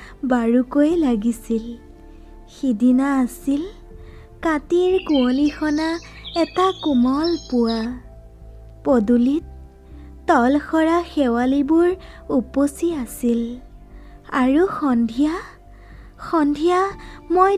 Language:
Assamese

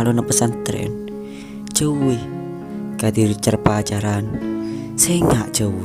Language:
Madurese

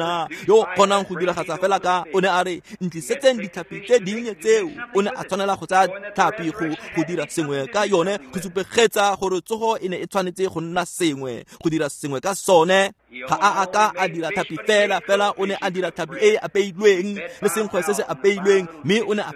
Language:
Tswana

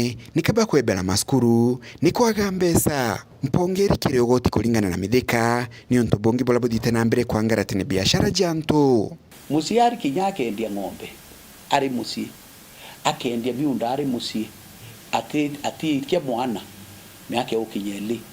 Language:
Meru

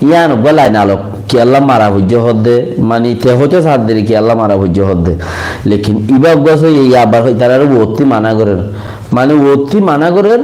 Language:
Rohingya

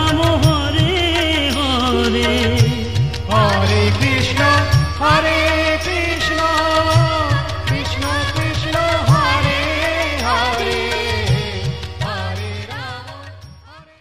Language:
Bangla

